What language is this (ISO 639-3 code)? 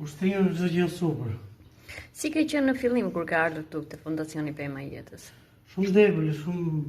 sqi